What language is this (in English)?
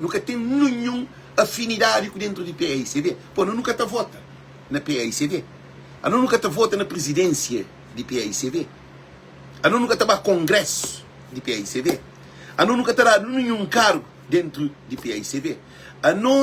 Kabuverdianu